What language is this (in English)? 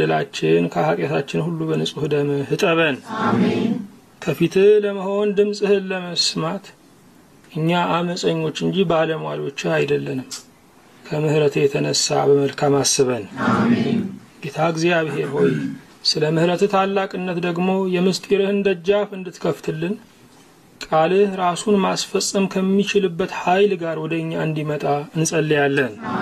Amharic